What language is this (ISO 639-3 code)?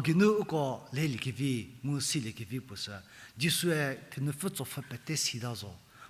njm